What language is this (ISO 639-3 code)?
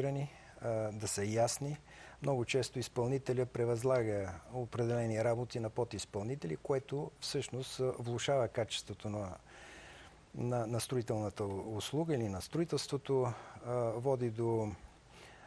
bul